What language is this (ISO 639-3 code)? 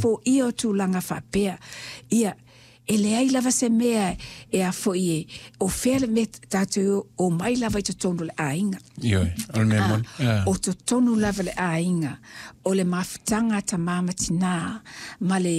smo